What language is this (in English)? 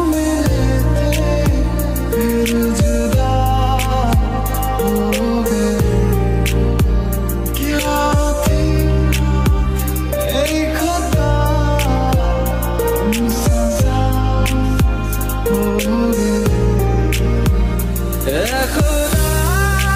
Hindi